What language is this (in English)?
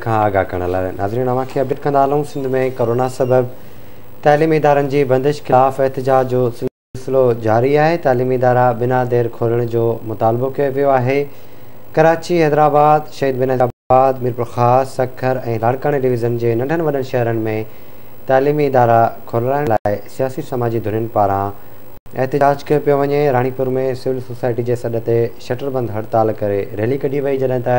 Sindhi